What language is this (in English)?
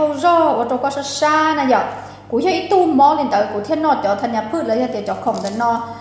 Hmong